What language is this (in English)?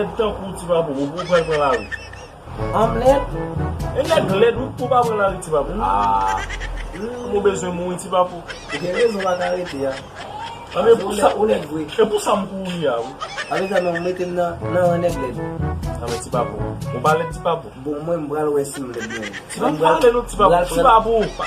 Haitian Creole